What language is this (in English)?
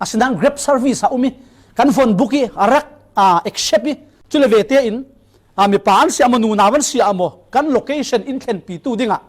Falam Chin